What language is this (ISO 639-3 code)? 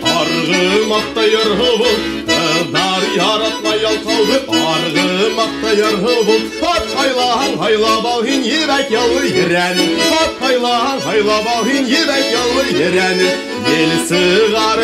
bak